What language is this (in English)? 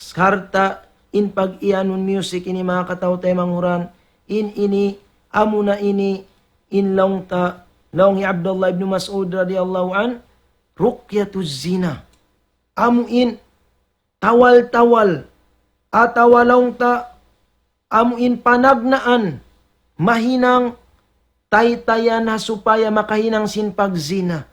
Tausug